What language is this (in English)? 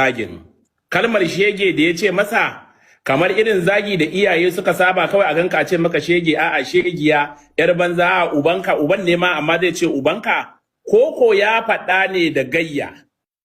Hausa